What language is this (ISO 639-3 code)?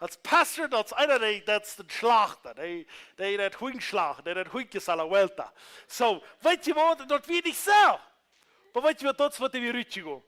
pdt